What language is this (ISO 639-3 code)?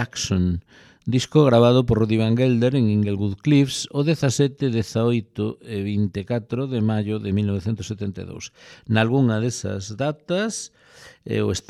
glg